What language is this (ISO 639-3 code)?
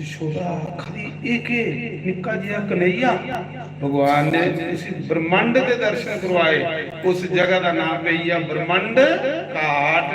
doi